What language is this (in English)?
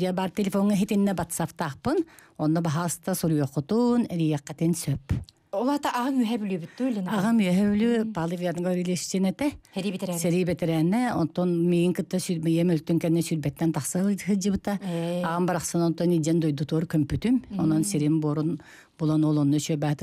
Yakut